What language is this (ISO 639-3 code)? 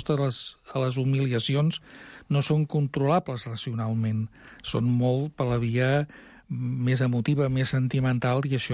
cat